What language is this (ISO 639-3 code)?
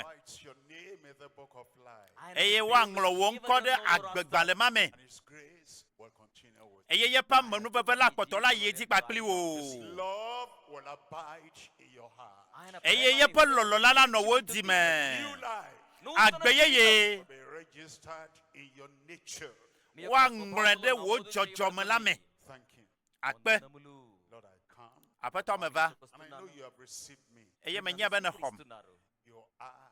ewe